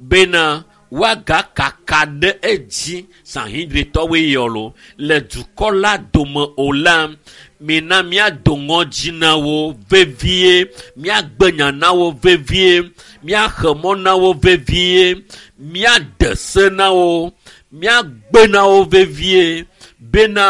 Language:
Ewe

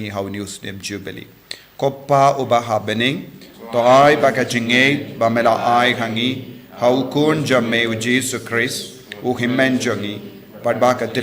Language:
Khasi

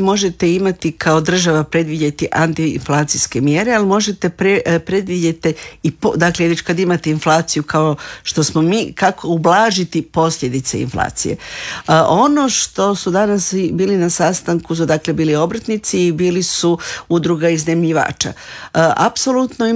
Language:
Croatian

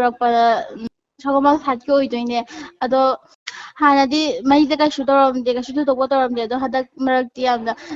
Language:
Manipuri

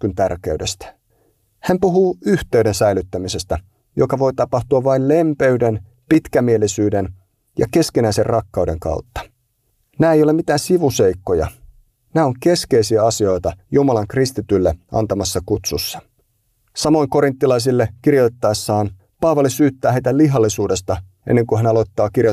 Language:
Finnish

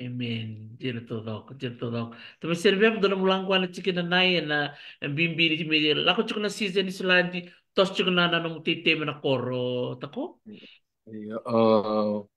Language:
Fijian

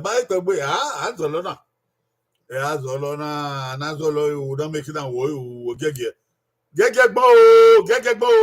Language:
Bini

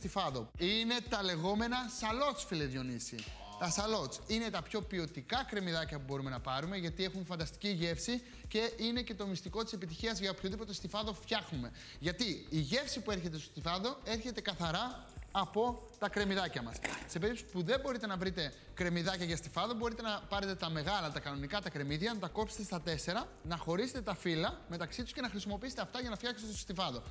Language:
Greek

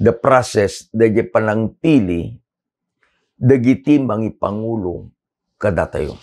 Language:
Iloko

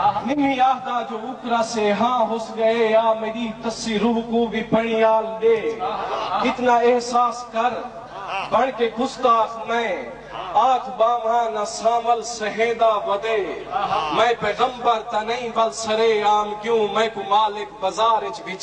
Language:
Saraiki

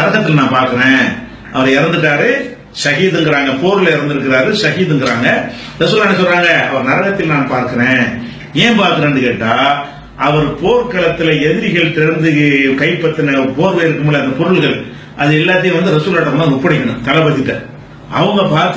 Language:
Tamil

